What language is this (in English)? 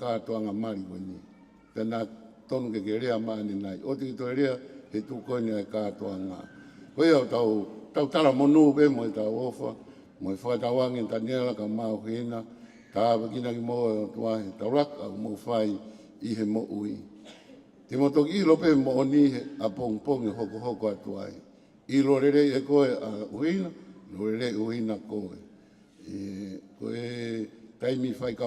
Tongan